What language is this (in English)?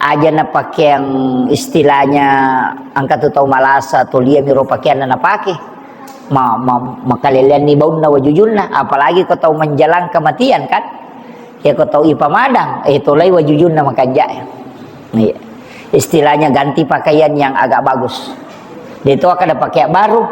Buginese